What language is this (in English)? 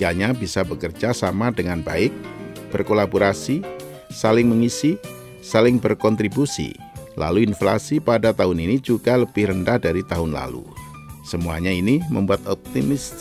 Indonesian